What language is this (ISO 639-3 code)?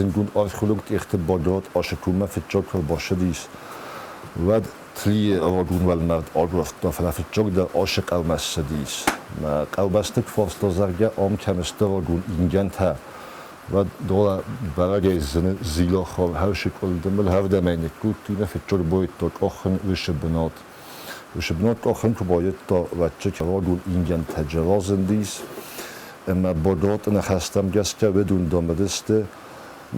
oss